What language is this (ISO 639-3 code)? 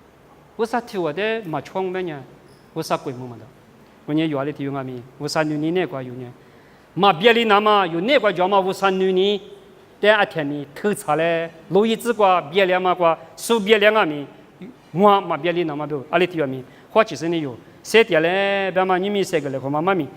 lis